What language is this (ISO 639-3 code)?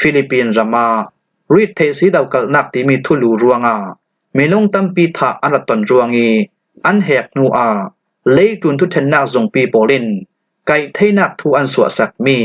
cfm